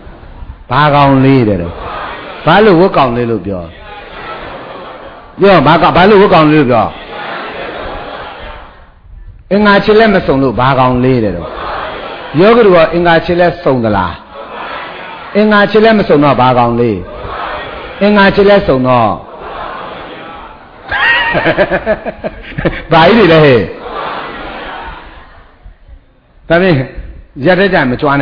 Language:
Burmese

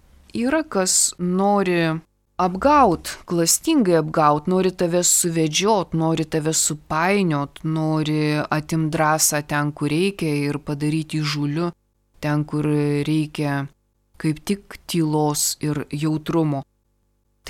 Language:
Lithuanian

